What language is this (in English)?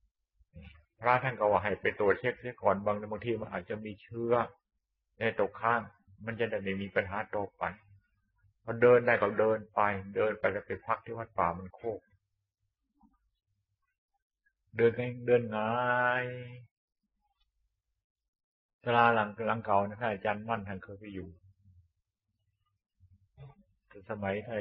Thai